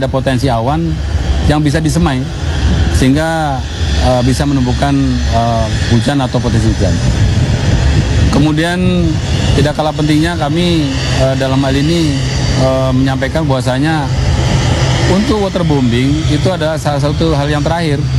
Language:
Indonesian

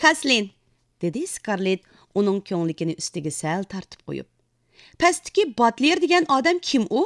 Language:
Uyghur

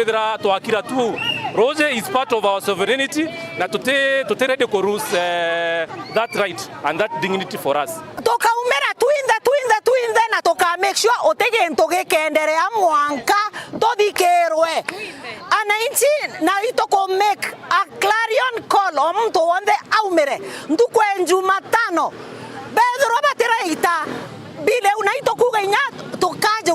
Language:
Meru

